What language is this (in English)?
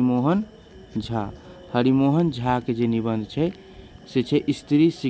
Maithili